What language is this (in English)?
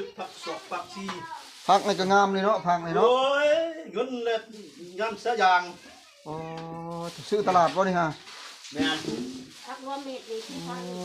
Northeastern Thai